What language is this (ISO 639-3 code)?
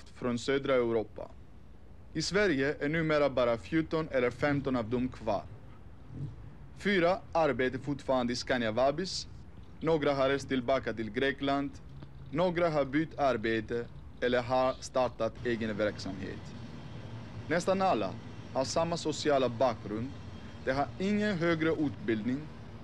swe